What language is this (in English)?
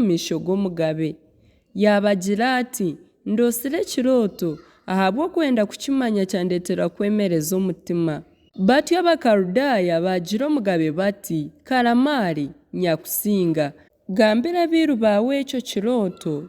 Nyankole